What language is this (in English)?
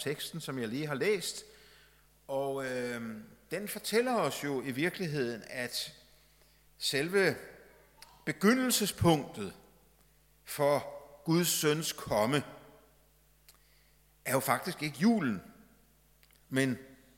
Danish